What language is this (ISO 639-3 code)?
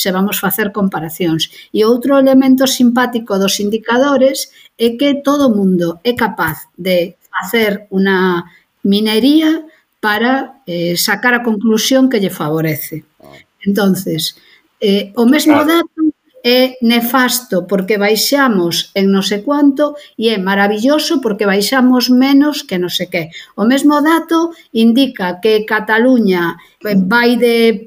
glg